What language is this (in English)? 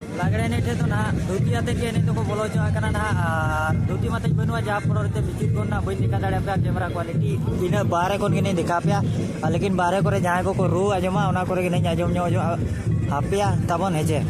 Santali